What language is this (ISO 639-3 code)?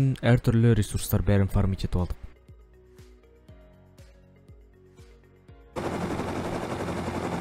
kaz